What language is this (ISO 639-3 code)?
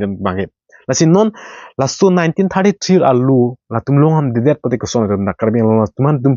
mjw